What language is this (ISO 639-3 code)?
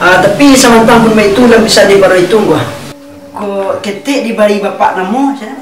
min